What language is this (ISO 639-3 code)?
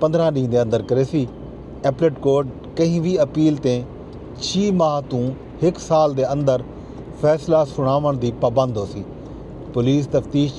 skr